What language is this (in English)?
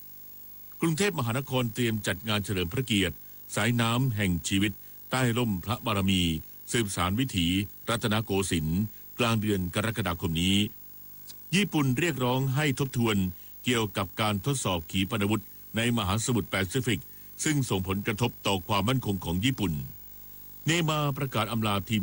Thai